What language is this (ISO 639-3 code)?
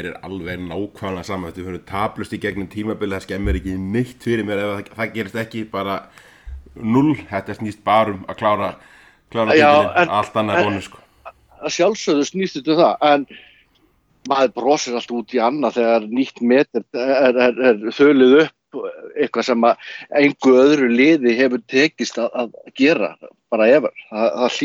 isl